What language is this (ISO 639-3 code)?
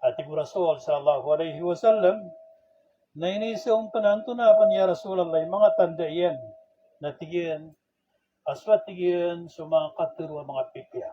mrw